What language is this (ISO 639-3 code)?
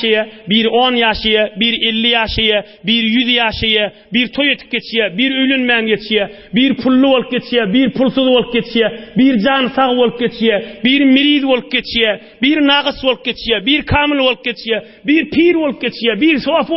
tuk